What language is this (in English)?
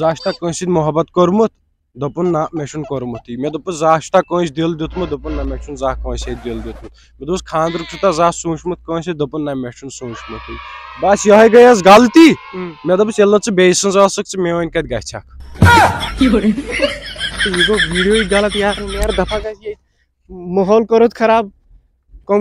Kashmiri